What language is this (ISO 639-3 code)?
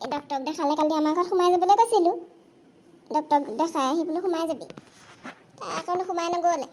asm